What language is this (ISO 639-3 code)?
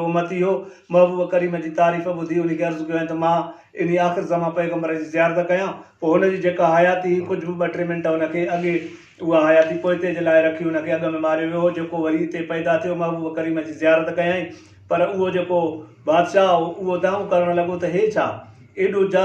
snd